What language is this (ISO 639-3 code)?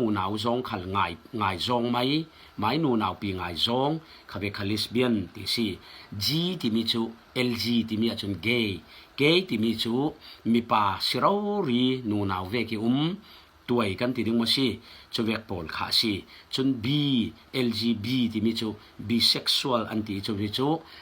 cfm